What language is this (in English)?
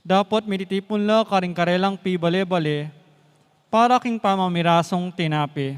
Pampanga